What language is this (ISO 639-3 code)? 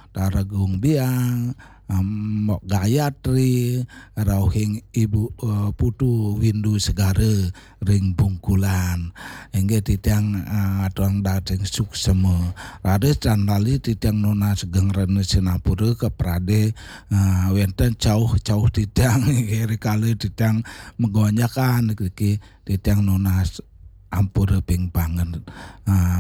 ban